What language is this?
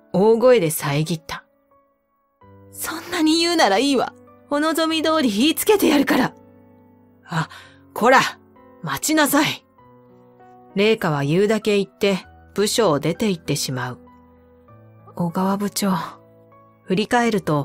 Japanese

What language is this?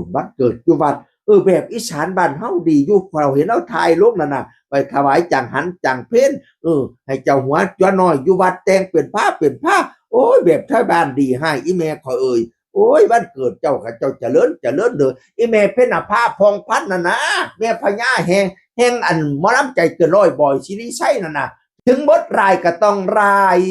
Northeastern Thai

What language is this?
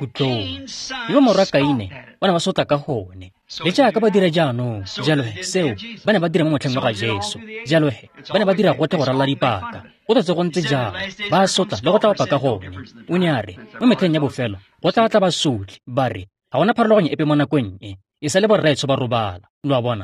Tswana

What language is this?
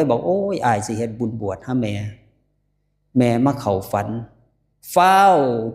Lao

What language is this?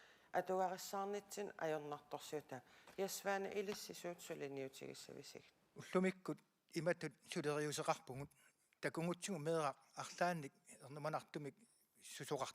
Kalaallisut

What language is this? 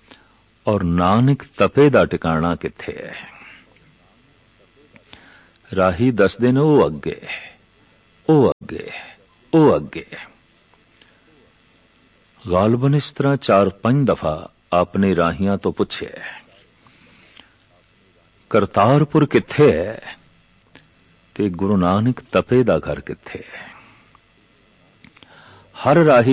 Punjabi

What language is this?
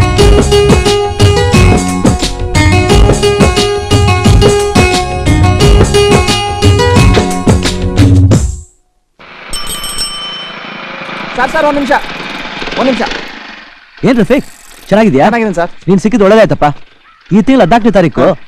Kannada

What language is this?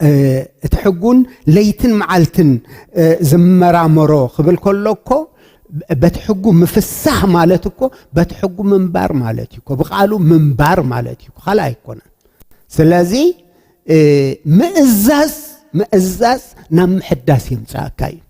Tigrinya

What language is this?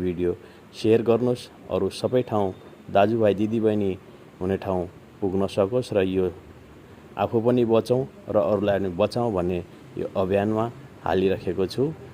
Nepali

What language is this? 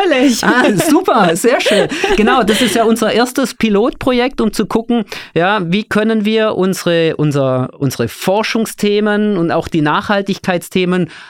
German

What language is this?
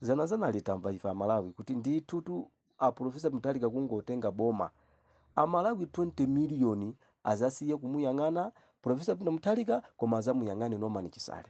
Nyanja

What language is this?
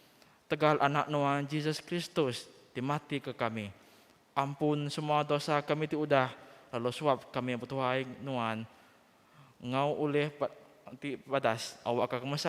Iban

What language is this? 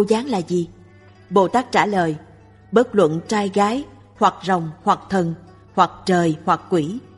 Vietnamese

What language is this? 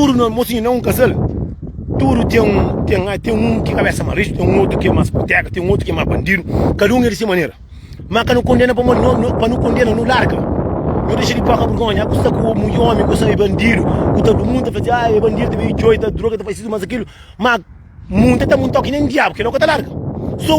Kabuverdianu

